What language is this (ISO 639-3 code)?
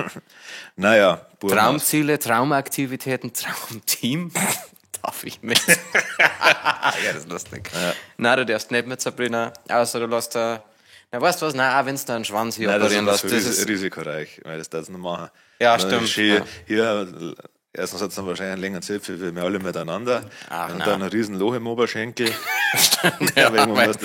bar